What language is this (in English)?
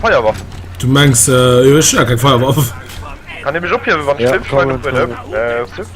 Luxembourgish